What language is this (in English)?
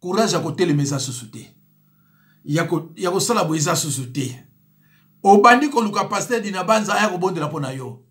Lingala